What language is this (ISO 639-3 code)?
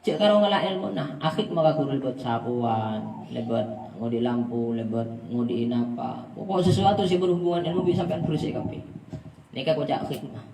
mad